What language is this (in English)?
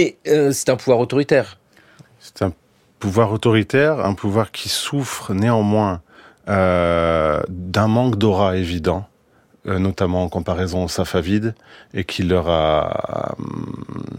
French